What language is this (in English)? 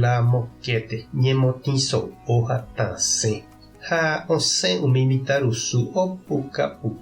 Guarani